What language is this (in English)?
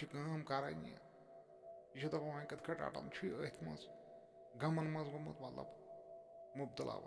Kashmiri